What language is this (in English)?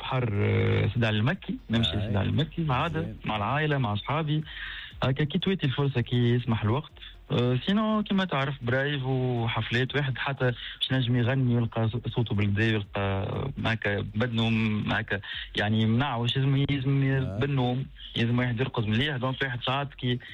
Tunisian Arabic